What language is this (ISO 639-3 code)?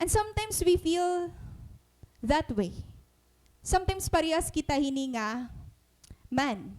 war